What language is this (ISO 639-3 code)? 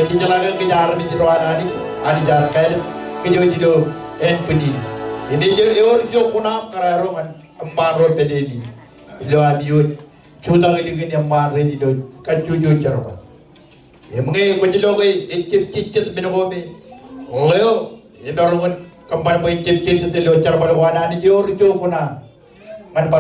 mah